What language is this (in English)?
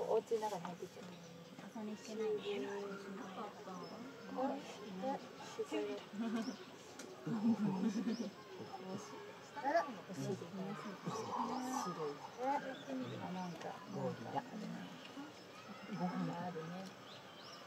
Japanese